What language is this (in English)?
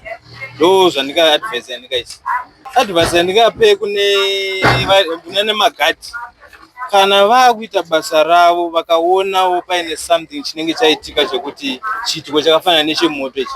Shona